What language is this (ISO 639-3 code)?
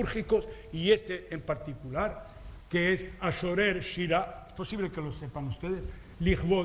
lad